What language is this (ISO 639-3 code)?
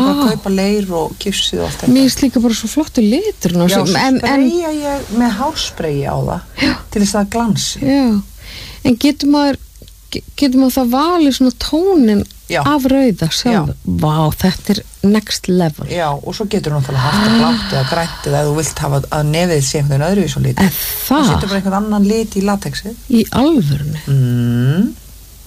isl